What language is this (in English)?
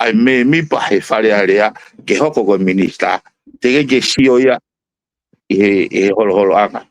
Tongan